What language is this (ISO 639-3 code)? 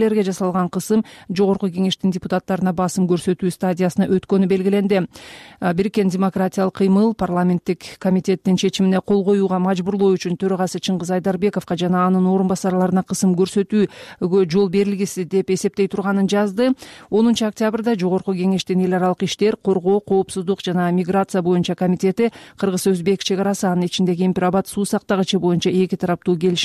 kir